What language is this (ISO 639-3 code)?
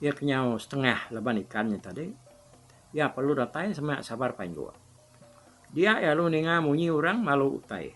iba